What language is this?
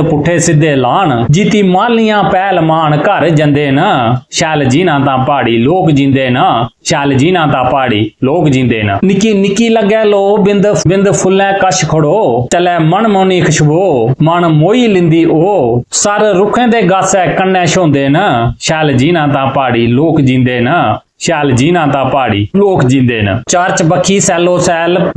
Dogri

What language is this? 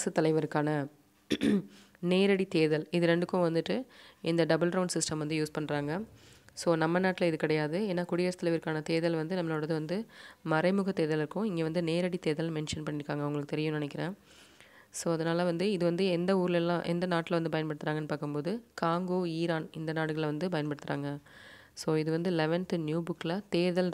Tamil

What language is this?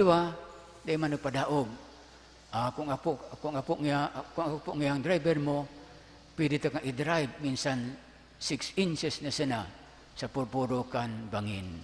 Bikol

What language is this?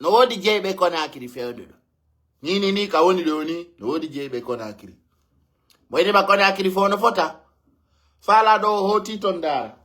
Pular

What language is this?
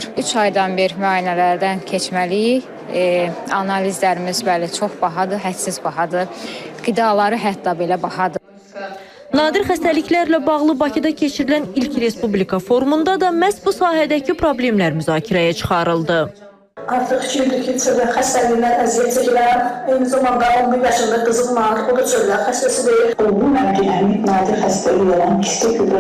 Azerbaijani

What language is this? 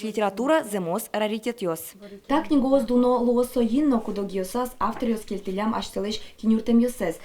Udmurt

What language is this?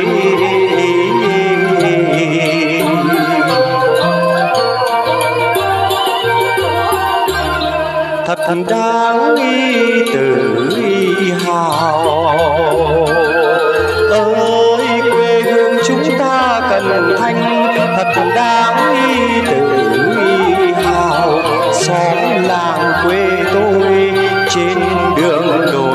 Vietnamese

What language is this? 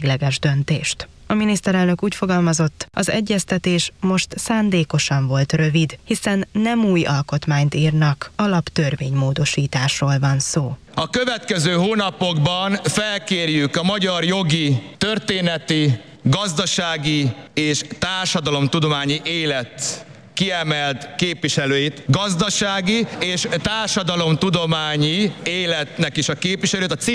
Hungarian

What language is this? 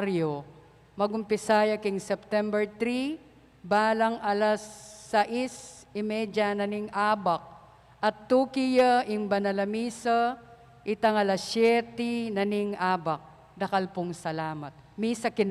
Pampanga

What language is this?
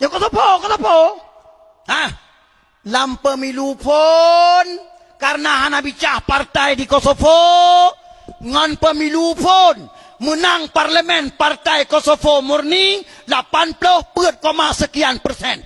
Achinese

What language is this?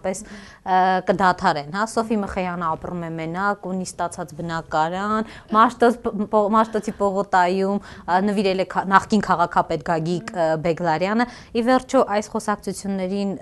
Armenian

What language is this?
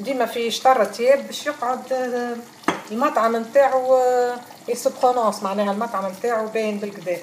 Tunisian Arabic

